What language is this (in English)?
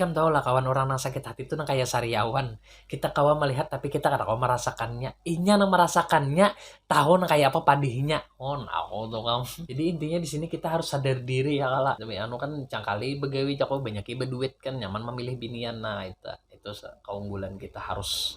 Banjar